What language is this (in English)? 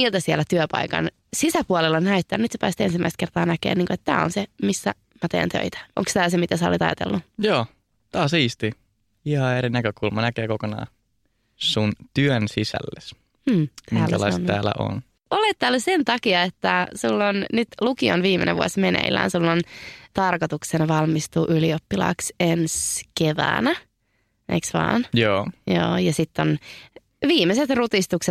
Finnish